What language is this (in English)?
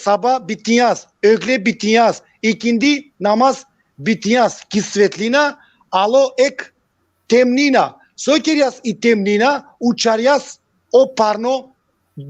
Balkan Romani